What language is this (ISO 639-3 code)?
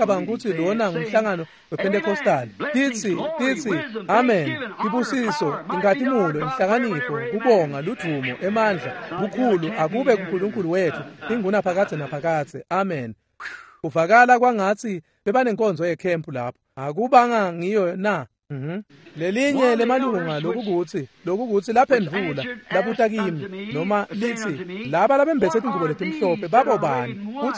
ssw